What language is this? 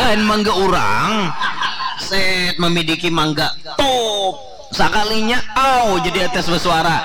Banjar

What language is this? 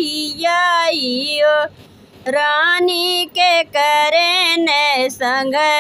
Bhojpuri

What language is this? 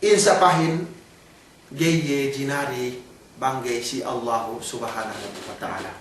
Yakan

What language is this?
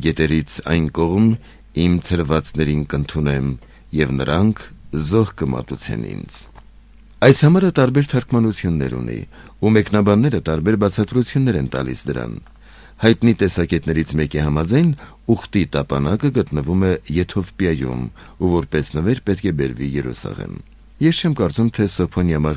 Armenian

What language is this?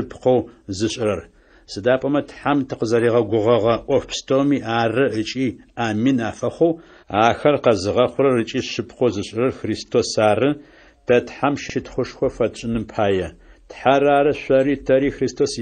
Adyghe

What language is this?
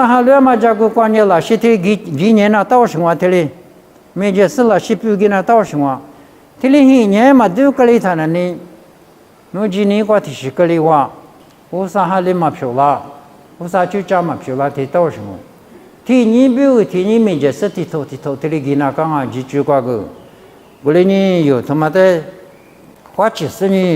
Lisu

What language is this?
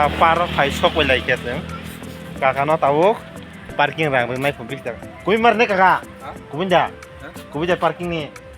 Kok Borok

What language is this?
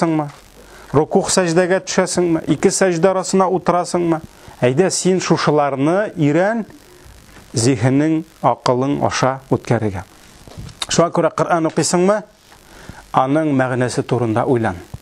Tatar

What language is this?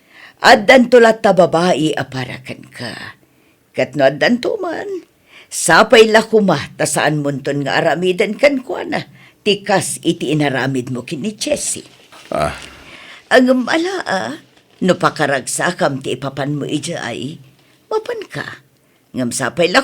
Iloko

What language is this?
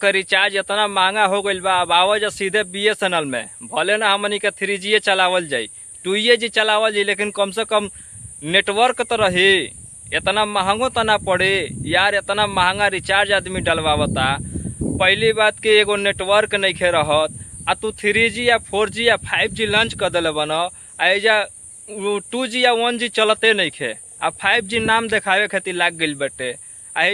Bhojpuri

